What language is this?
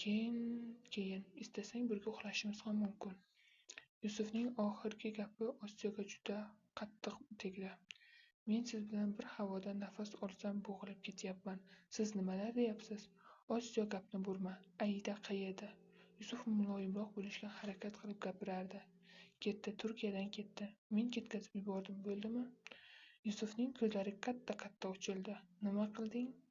Uzbek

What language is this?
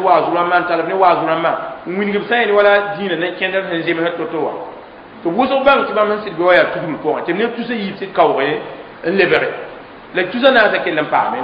Mossi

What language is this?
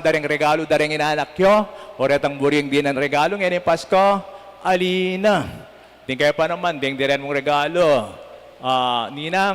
Pampanga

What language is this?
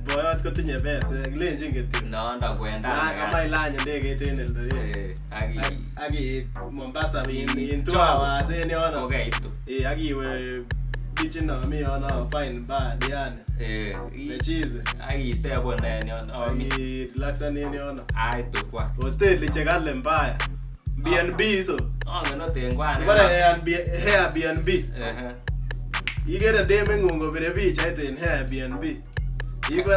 Kalenjin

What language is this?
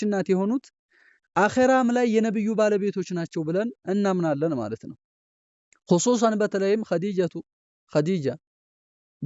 Amharic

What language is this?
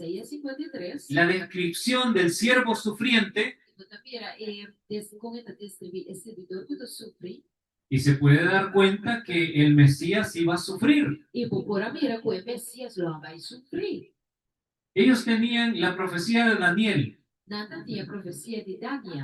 Papiamento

